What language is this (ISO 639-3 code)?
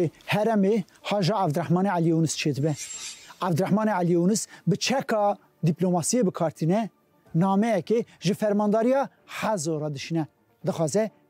kur